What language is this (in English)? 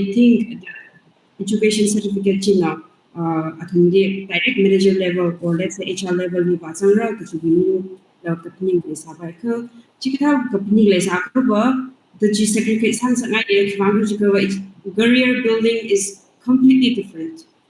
Tangkhul Naga (India)